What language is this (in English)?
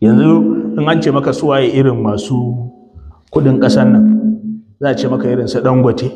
Hausa